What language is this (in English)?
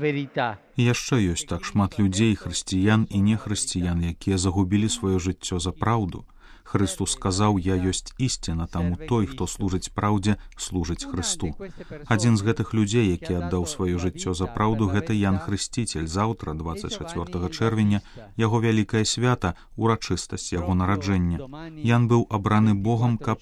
Belarusian